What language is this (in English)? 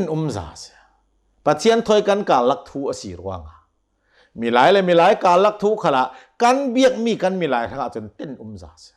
Hakha Chin